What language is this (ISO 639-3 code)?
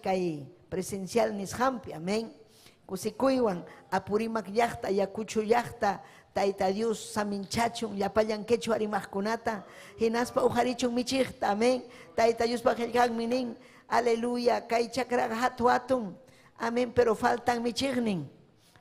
quy